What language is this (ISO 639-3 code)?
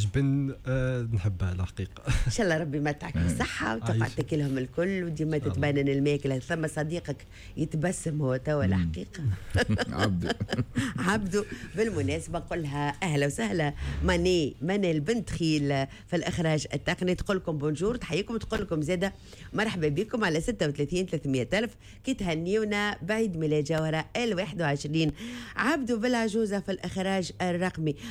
aeb